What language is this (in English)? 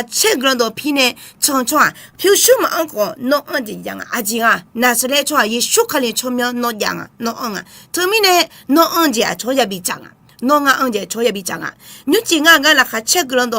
Akha